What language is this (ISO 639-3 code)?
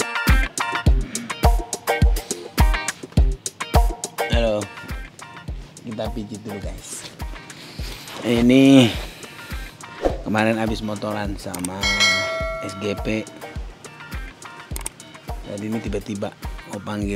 ind